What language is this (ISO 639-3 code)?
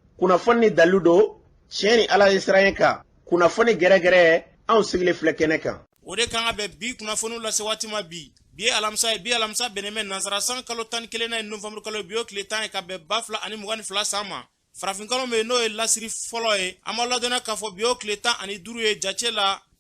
bam